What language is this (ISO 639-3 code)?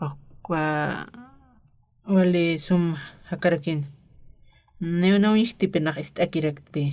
aym